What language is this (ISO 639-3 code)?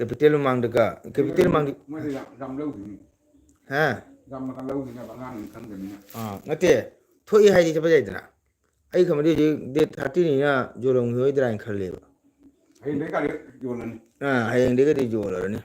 mni